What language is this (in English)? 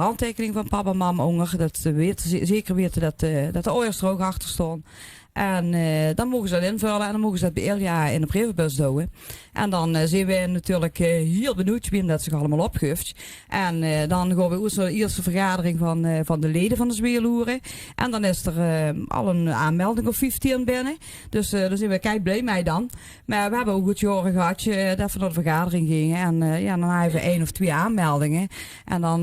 Limburgish